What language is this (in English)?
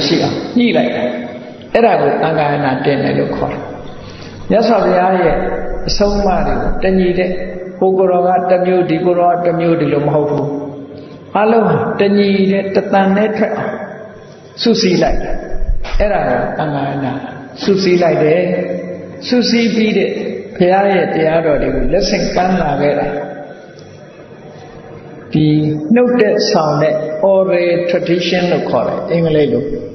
Burmese